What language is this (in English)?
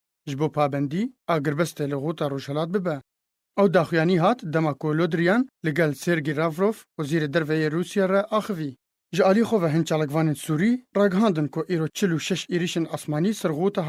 Kurdish